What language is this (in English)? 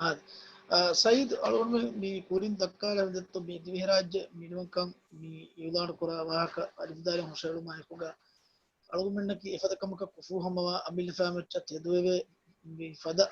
Divehi